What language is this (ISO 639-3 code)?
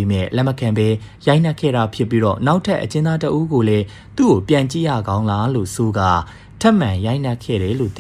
mya